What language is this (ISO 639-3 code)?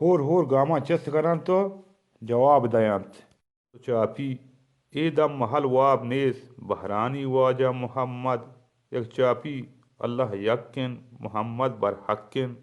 bal